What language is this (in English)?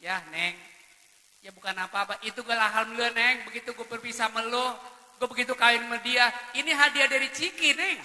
Betawi